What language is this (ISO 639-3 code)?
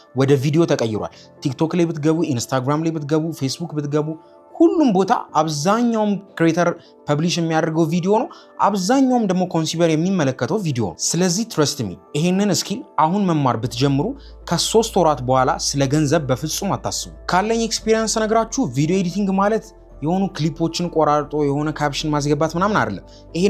amh